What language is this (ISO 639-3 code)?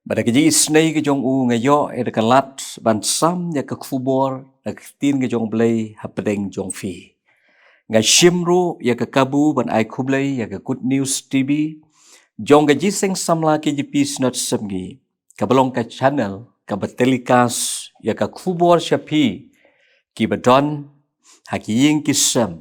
kha